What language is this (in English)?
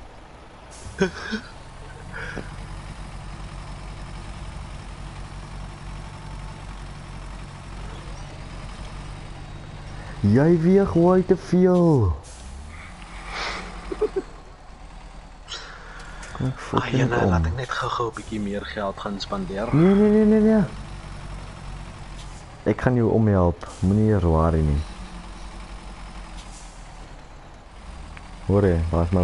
Afrikaans